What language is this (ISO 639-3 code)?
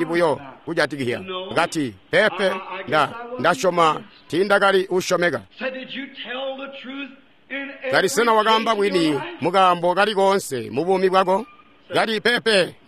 toi